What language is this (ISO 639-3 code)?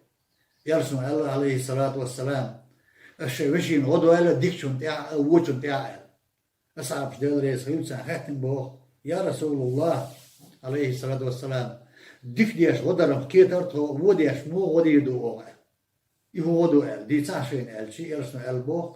che